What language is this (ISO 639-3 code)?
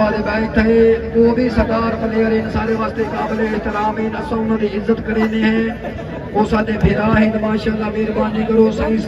skr